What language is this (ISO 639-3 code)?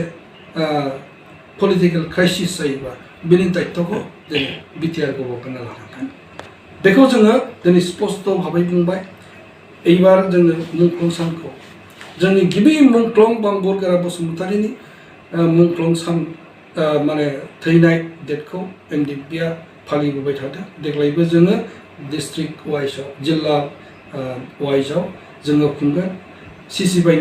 brx